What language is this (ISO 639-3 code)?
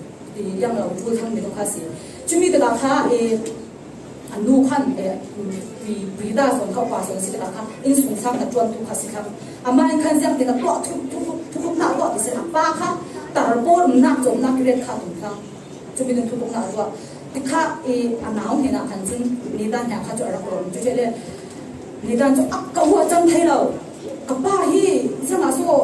cfm